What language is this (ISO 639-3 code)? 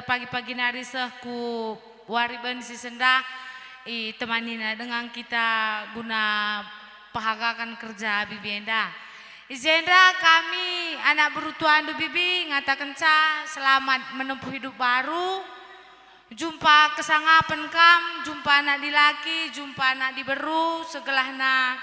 btx